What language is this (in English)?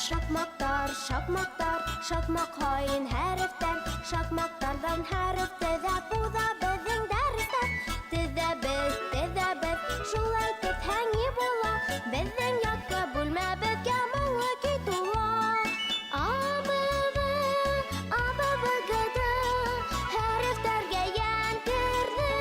Bashkir